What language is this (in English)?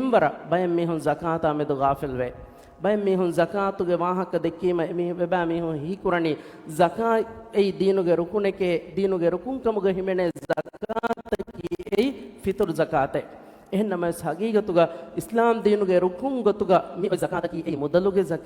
Divehi